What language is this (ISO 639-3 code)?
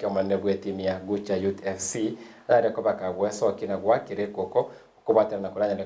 guz